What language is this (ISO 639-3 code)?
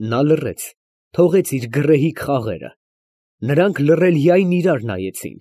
hye